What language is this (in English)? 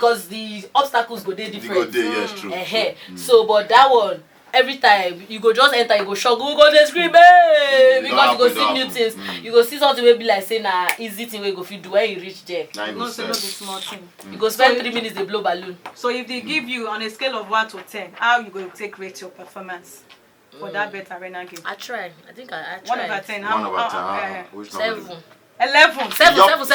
Nigerian Pidgin